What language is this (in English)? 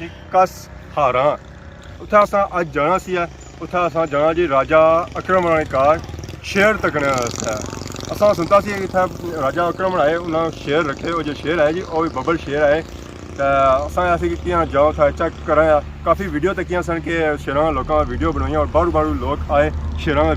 Pahari-Potwari